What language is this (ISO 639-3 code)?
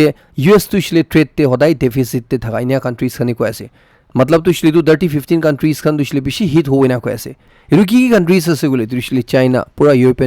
nag